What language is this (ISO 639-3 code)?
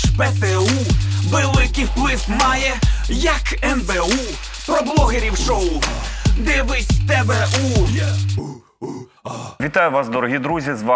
ukr